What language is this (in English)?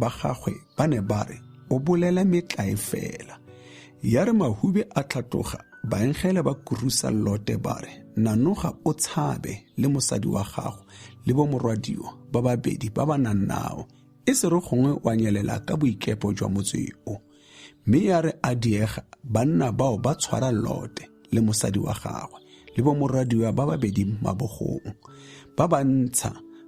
Tswana